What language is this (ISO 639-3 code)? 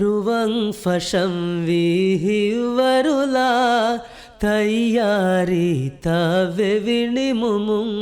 div